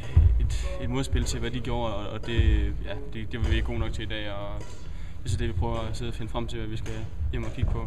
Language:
Danish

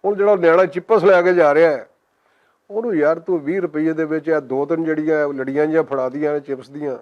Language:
Western Panjabi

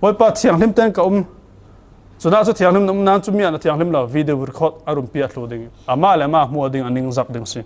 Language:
Falam Chin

